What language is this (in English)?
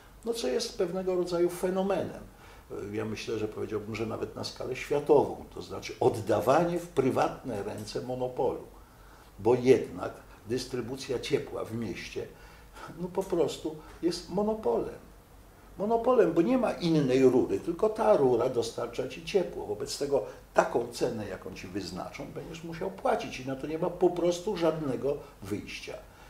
Polish